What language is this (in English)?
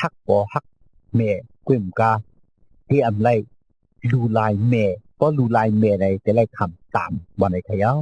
Shan